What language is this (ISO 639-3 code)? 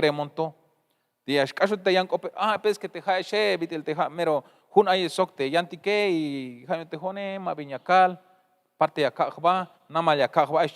tzh